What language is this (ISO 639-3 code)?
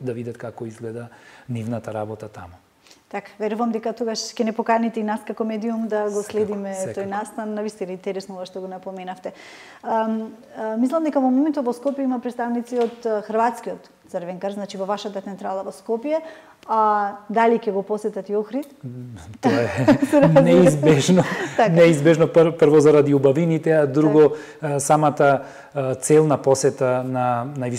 mkd